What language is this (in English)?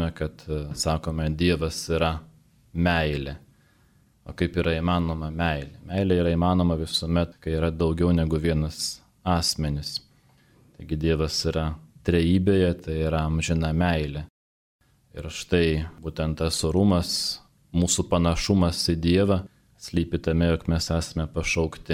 Lithuanian